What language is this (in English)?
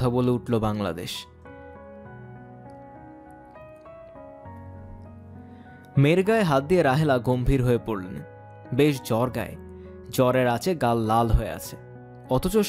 Bangla